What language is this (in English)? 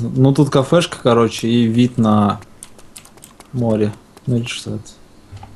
Russian